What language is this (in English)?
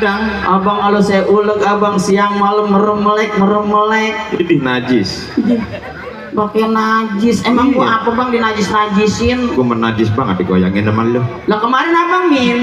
Betawi